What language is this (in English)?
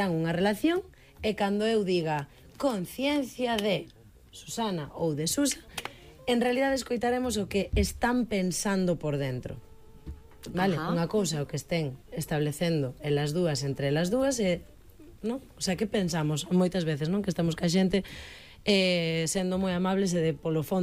Galician